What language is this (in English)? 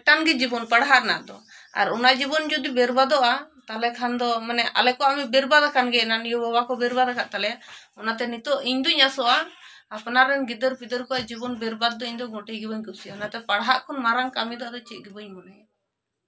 Santali